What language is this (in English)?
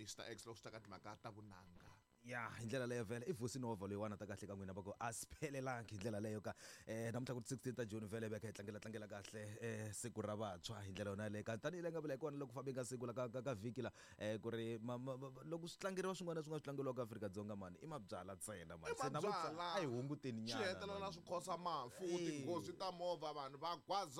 Tsonga